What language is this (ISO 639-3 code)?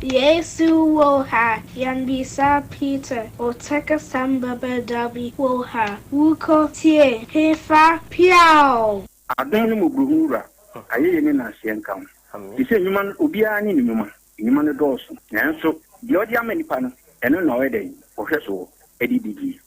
aka